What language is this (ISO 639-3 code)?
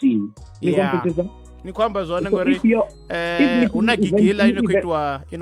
ven